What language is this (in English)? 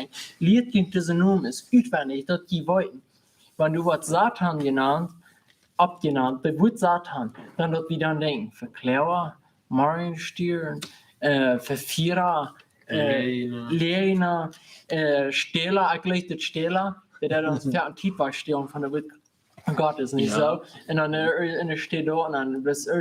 Plautdietsch